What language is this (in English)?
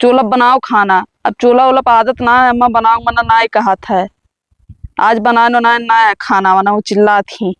Awadhi